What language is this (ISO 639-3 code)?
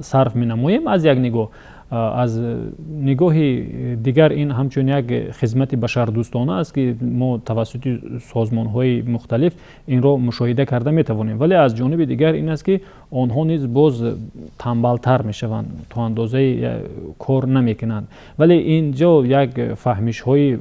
tgk